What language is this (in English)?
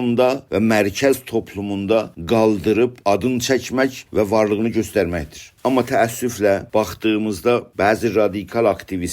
South Azerbaijani